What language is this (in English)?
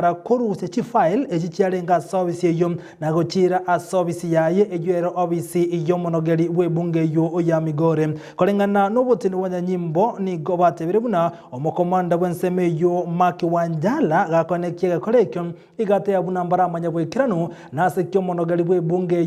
Gusii